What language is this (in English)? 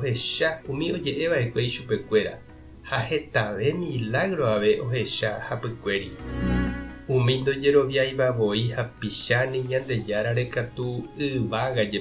Guarani